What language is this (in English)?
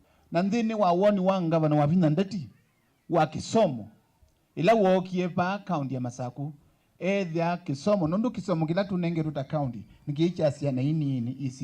Kamba